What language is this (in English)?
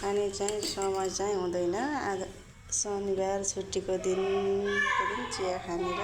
Nepali